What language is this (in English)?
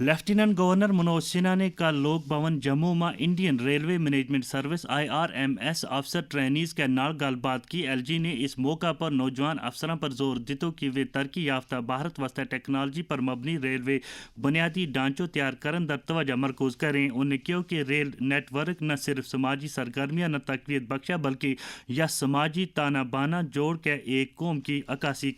Gujari